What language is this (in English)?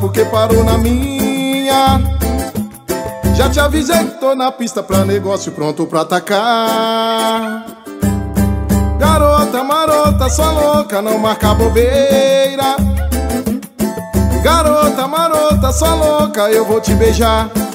Portuguese